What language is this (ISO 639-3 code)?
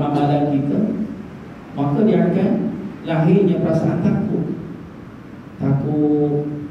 msa